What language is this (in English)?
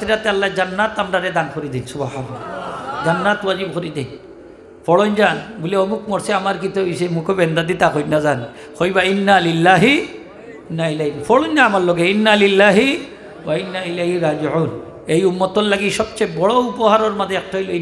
Sylheti